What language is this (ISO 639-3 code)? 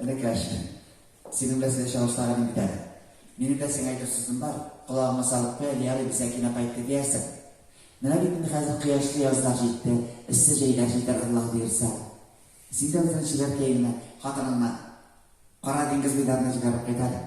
tat